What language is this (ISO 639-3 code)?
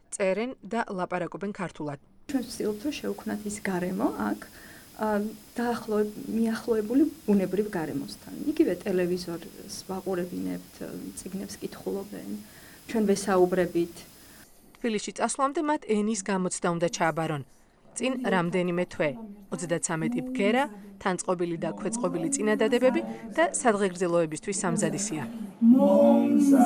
kat